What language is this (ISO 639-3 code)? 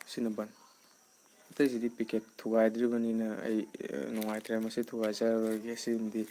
mni